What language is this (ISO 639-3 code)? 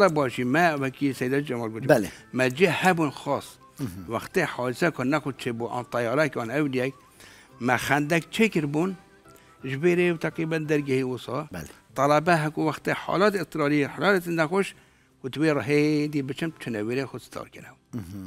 kur